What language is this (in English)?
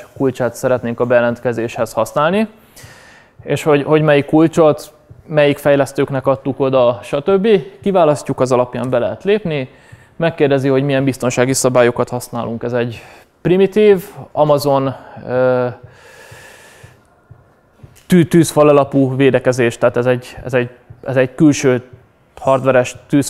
Hungarian